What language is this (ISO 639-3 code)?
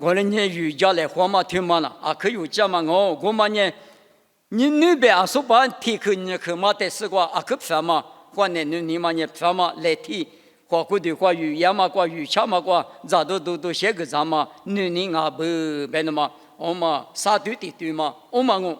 lis